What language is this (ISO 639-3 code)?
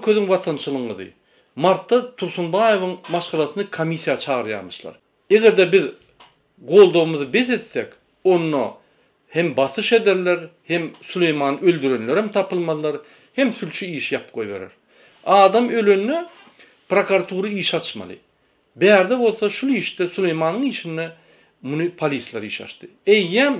tuk